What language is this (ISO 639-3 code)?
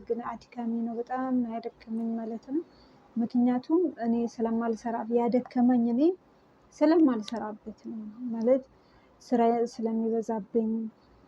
amh